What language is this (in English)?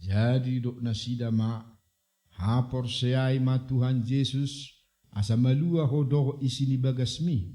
Batak Toba